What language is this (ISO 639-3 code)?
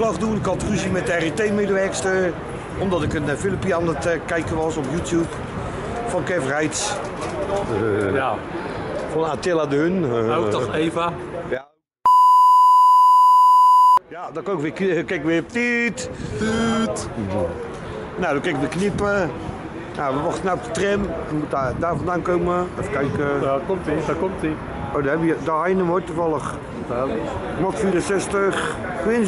nld